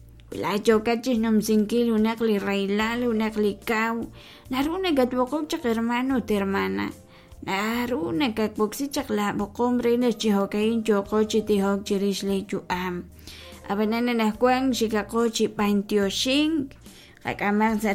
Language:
Kekchí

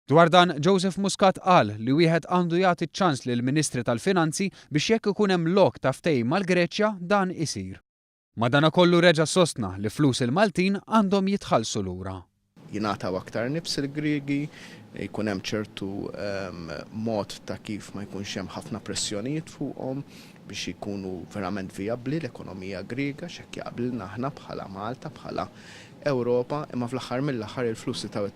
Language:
Maltese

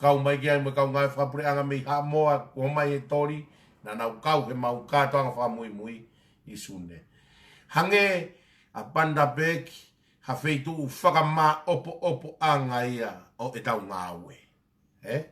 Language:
Tongan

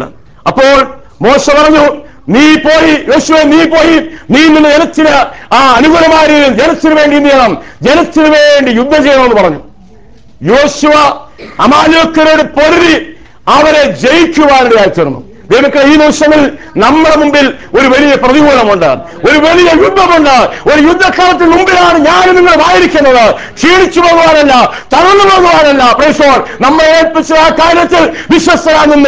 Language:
Malayalam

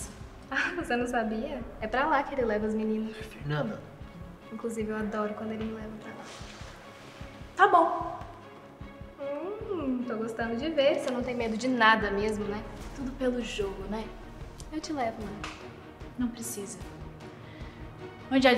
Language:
Portuguese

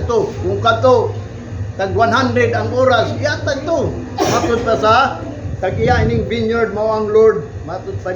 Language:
Cebuano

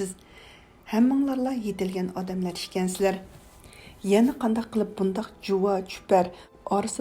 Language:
Uyghur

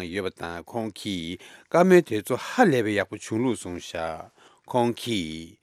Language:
Tibetan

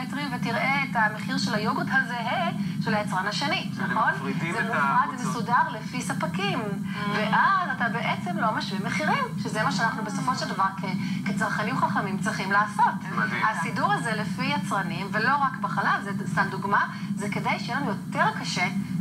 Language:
Hebrew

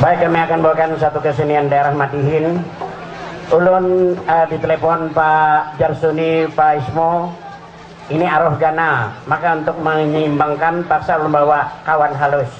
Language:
Banjar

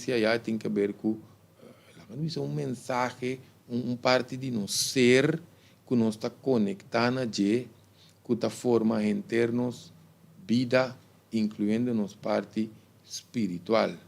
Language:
Papiamento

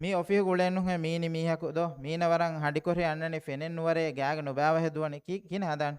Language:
Divehi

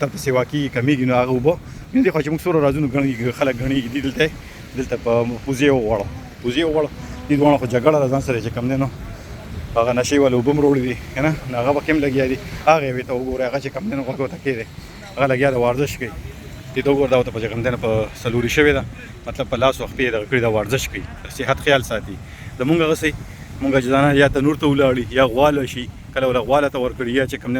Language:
Pashto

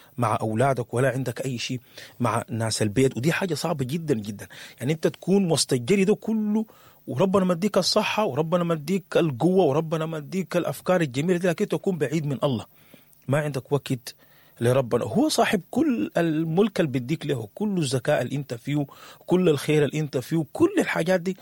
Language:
Sudanese Arabic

